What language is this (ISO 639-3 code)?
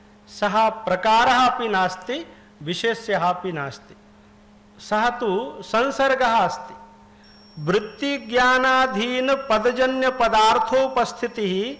san